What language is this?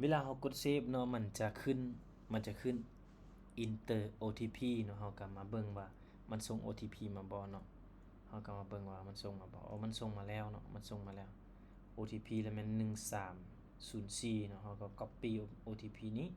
Lao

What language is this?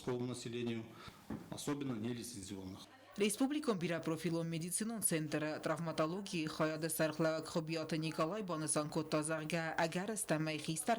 Ossetic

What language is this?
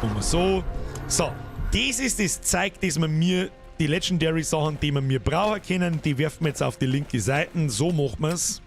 Bavarian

